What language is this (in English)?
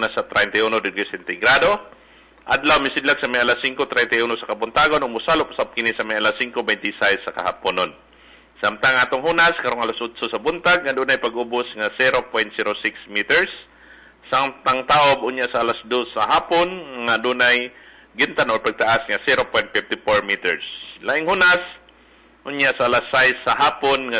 Cebuano